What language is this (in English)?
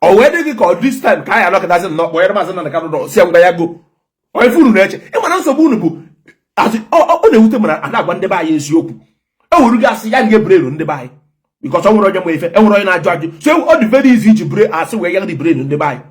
Igbo